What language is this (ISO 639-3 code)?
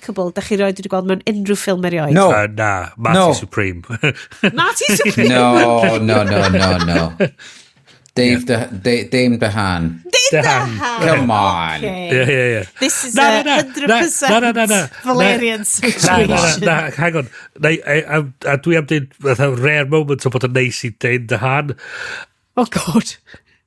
cym